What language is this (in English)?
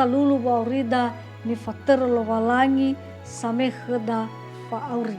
Nias